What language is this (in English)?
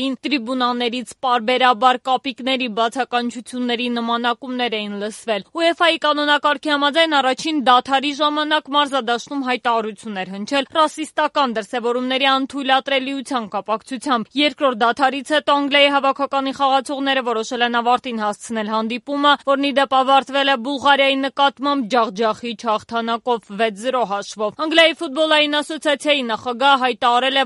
Armenian